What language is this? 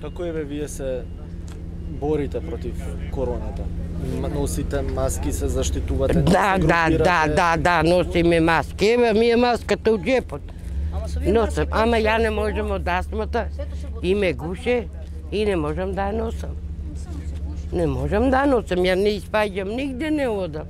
Macedonian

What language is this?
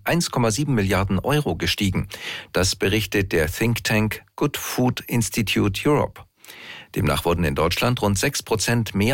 German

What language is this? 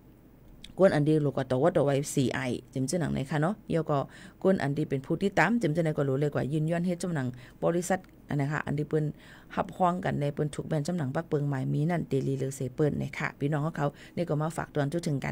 Shan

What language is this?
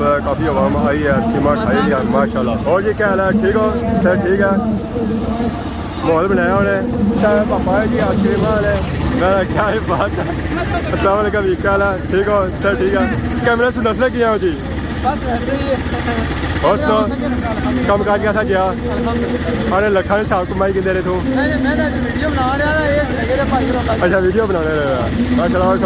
Pahari-Potwari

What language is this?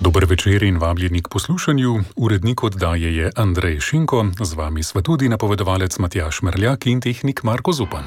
Slovenian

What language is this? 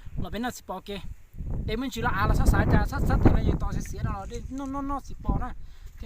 Hmong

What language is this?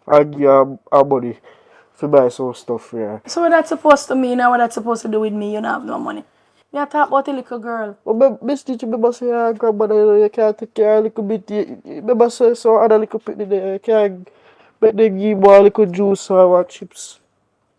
Jamaican Creole English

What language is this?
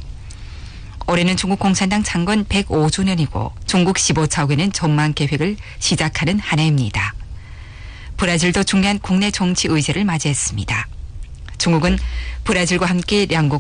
Korean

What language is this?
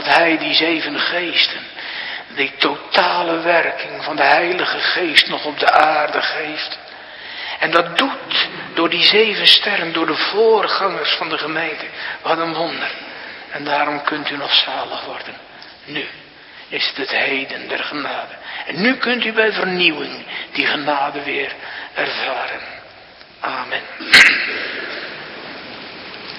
Dutch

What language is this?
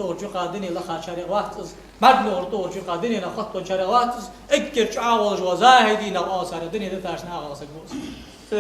Ingush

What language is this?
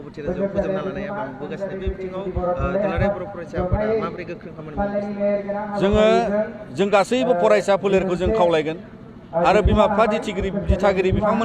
Bodo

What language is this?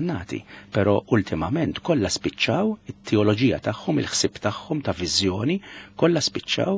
Maltese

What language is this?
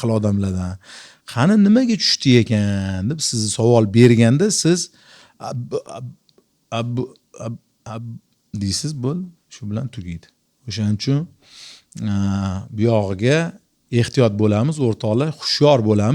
Uzbek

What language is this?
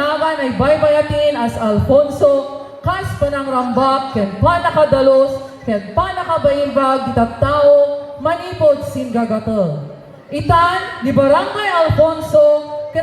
Iloko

